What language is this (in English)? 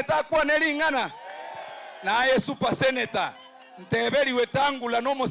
Gusii